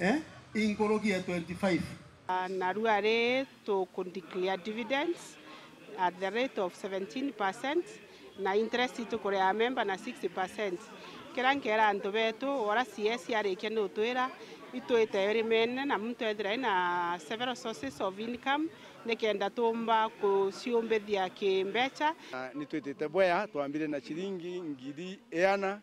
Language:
Meru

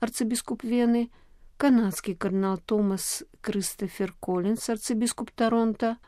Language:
Belarusian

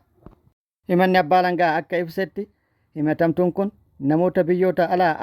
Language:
Oromo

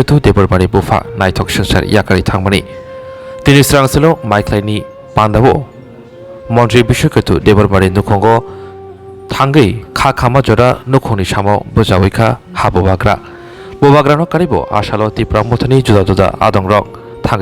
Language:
Kok Borok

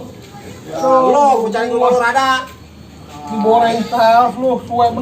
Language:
Betawi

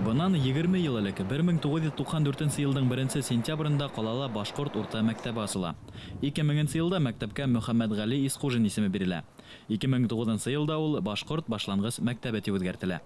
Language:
Bashkir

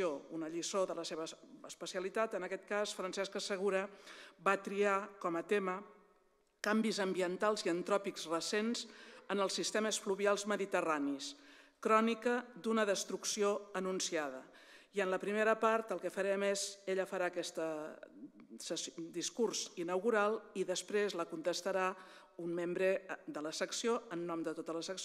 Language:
Catalan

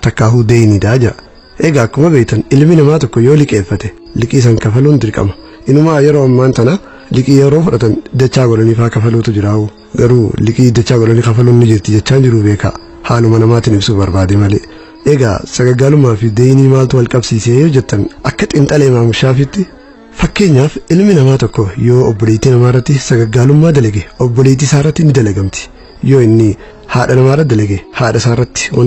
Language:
Oromo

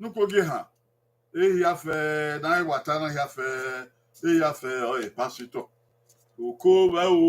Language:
Bini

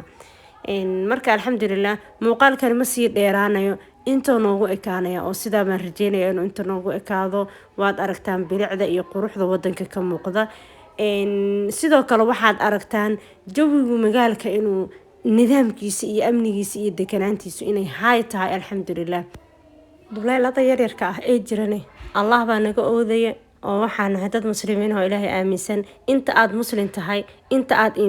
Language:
Somali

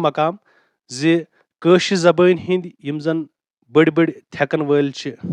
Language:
Kashmiri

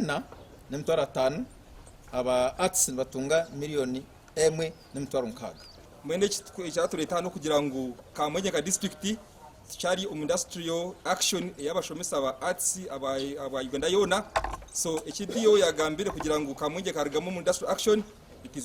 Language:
Nyankole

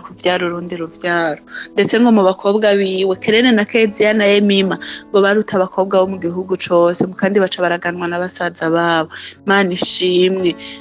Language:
Rundi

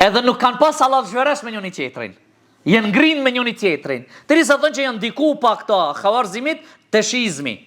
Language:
Albanian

